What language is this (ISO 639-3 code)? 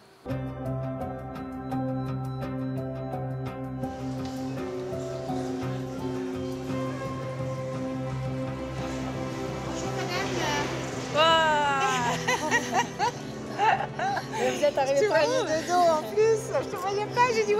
fra